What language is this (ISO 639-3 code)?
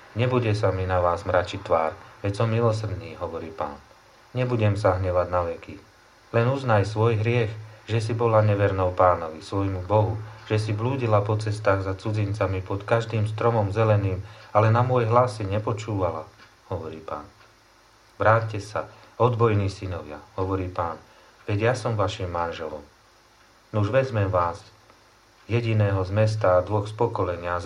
slk